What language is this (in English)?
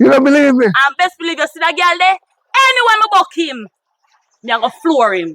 Jamaican Creole English